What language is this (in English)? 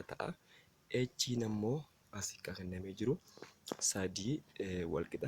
Oromo